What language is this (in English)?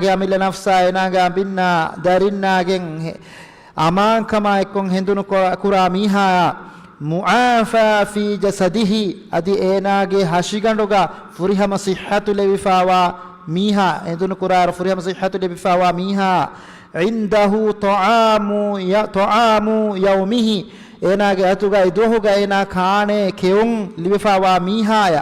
Divehi